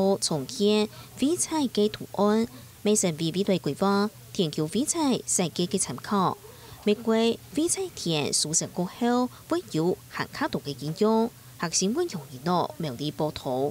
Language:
Hakka Chinese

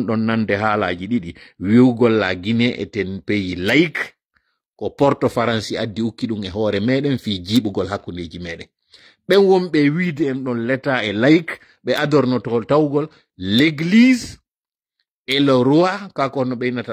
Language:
Fula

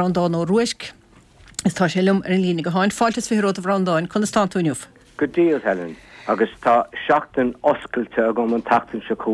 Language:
Irish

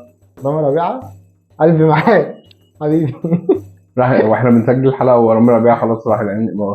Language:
Egyptian Arabic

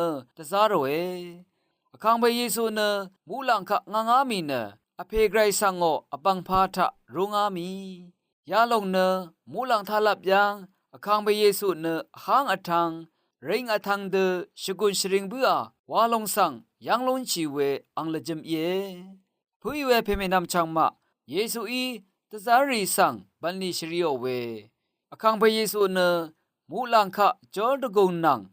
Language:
Rawang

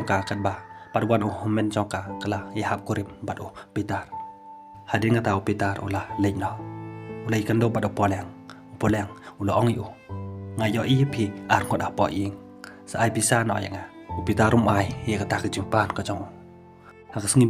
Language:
Khasi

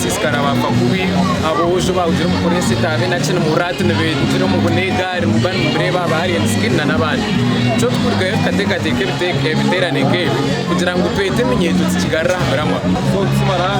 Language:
Nyankole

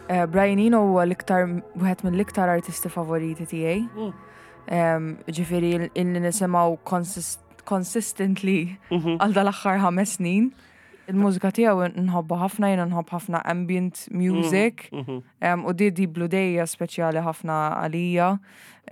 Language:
Maltese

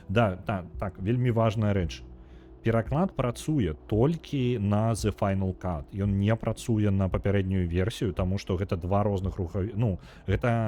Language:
Belarusian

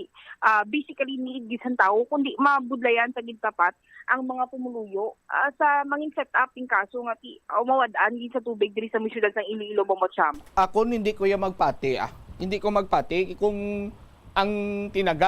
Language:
Hiligaynon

